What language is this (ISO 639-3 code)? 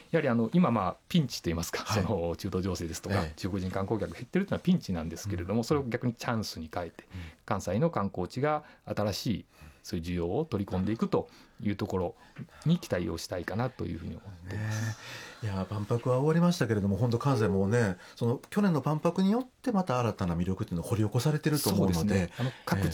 jpn